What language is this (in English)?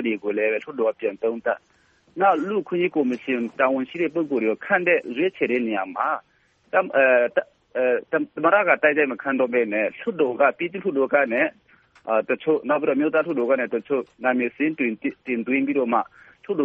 Burmese